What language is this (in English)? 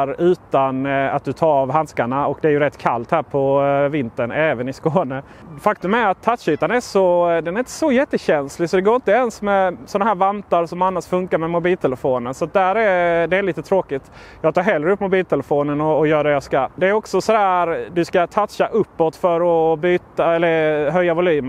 Swedish